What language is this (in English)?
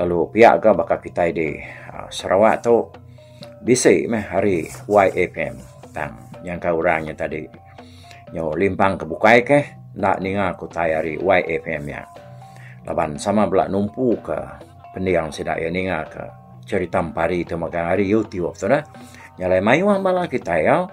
Iban